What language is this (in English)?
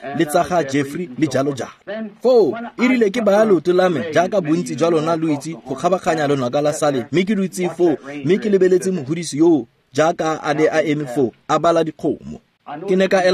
Tswana